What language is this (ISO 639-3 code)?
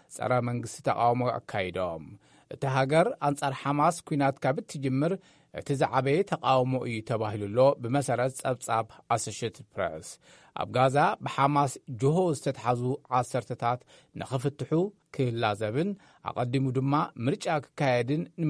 tir